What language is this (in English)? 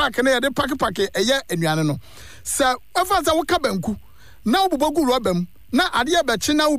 Akan